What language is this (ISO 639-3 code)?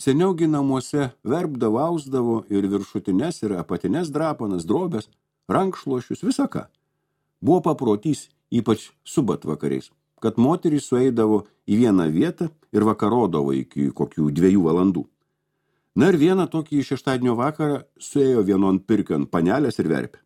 lit